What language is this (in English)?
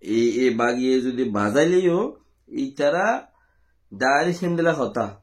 Rohingya